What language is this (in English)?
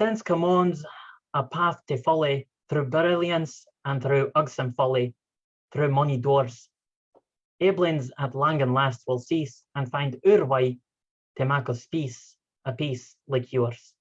Scots